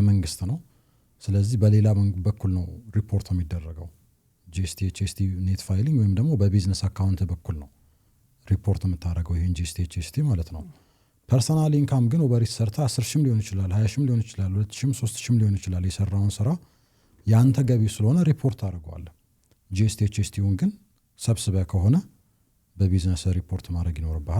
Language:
Amharic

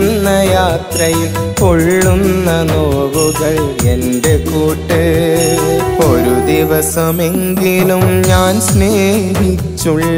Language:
Malayalam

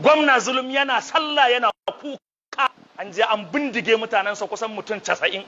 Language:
Hausa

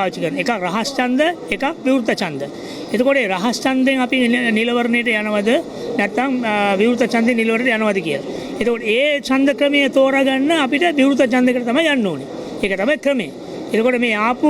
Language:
Sinhala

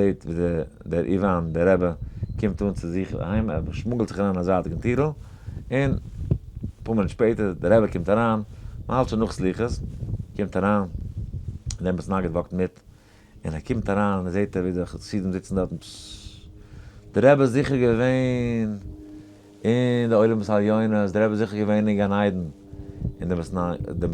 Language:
Yiddish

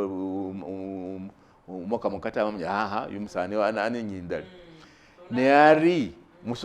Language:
Masaaba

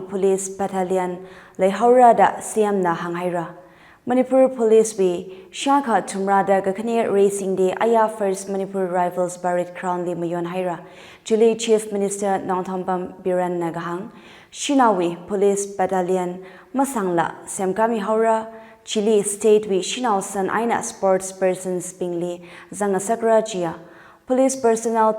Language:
Tangkhul Naga (India)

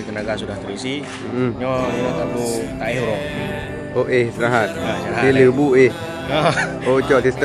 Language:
Achinese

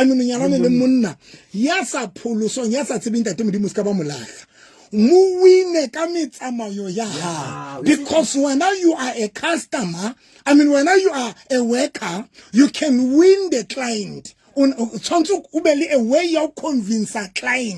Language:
Southern Sotho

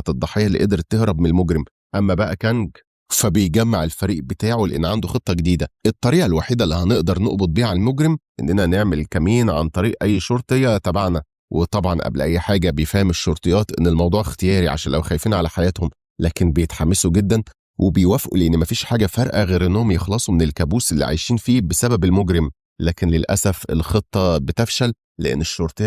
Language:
Egyptian Arabic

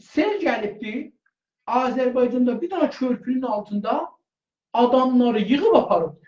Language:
South Azerbaijani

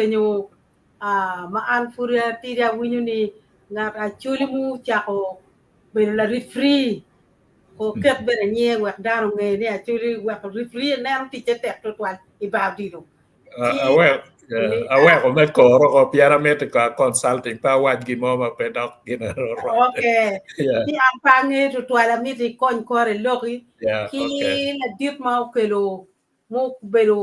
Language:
Acoli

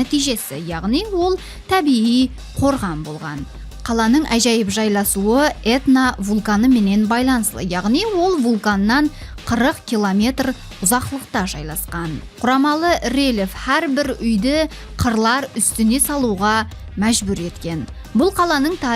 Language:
Kara-Kalpak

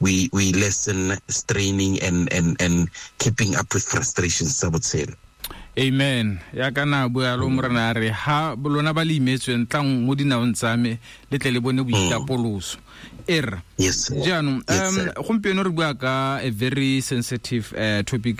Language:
Tswana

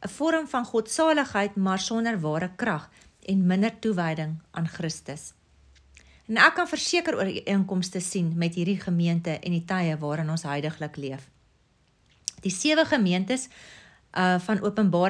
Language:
Afrikaans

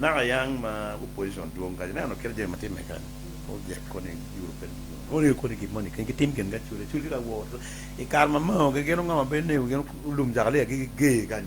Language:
Acoli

